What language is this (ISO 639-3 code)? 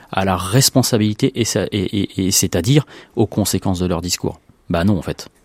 fra